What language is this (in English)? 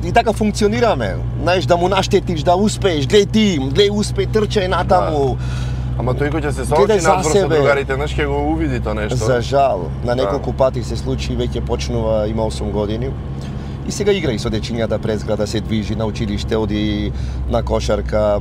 Macedonian